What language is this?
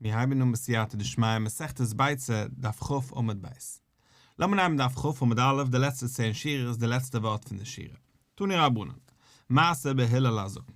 Yiddish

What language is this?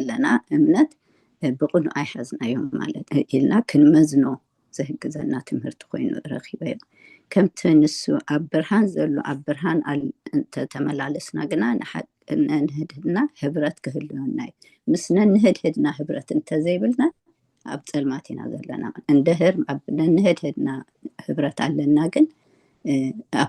Tigrinya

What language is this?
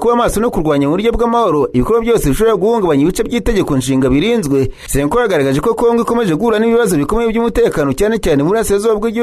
Kinyarwanda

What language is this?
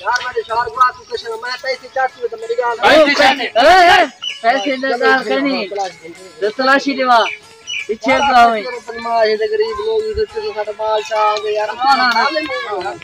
Saraiki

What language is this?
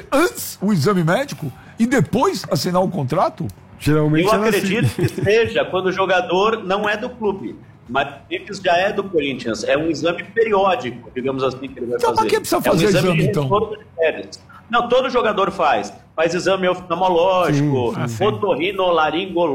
Portuguese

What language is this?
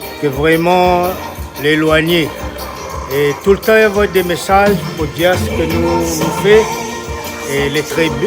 Réunion Creole French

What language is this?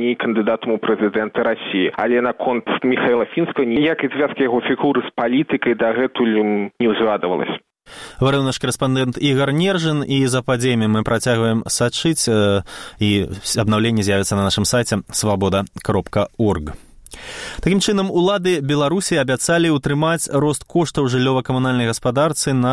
Belarusian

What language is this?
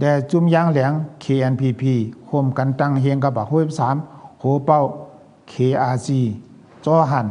Shan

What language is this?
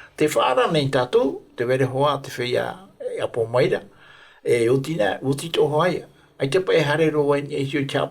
Tahitian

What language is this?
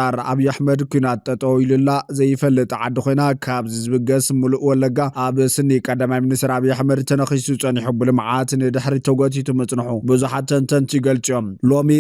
Tigrinya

